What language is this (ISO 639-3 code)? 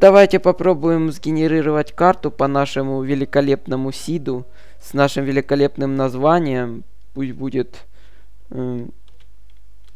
rus